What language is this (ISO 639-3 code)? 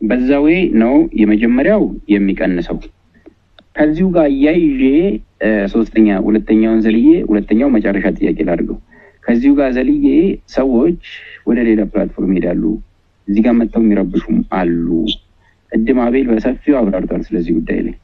amh